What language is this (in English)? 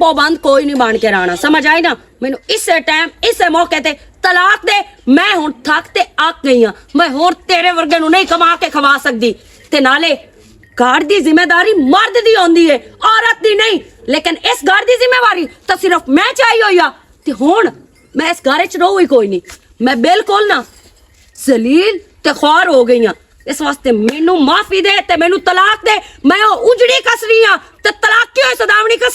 Western Panjabi